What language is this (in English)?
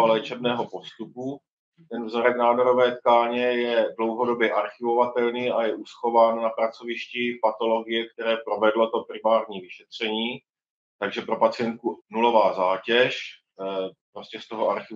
Czech